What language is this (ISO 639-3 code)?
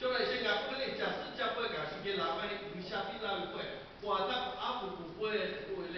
lhu